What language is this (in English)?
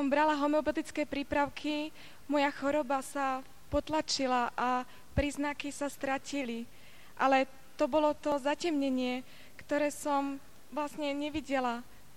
Slovak